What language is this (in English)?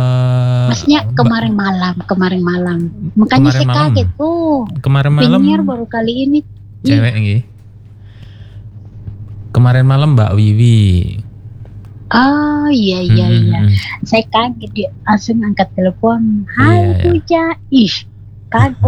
Indonesian